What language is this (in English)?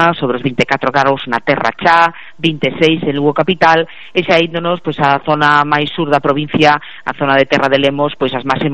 Galician